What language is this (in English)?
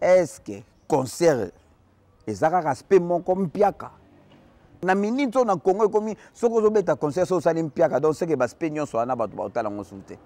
Lingala